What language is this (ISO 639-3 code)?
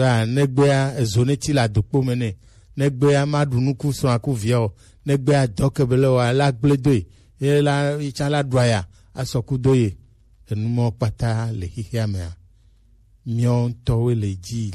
gej